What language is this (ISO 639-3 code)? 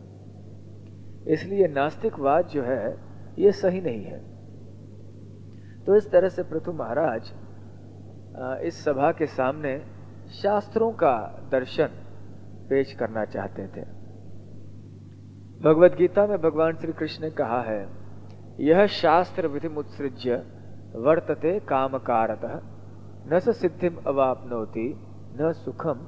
hin